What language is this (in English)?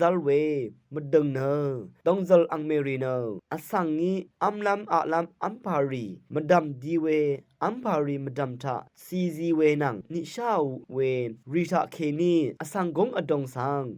Rawang